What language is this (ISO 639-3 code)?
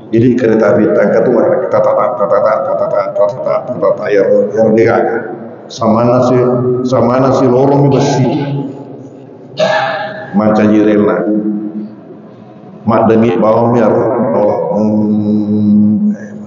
msa